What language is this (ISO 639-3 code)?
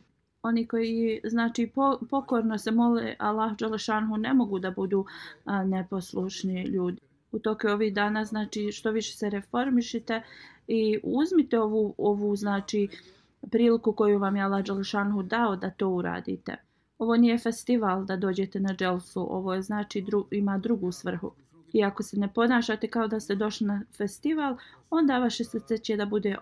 bos